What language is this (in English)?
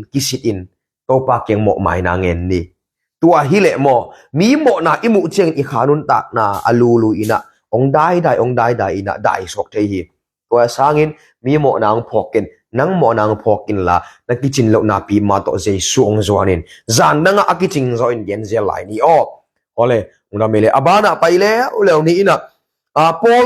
Tedim Chin